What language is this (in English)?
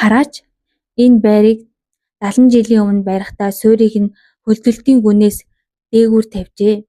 Mongolian